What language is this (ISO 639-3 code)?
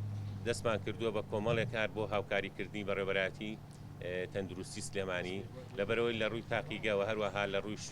ckb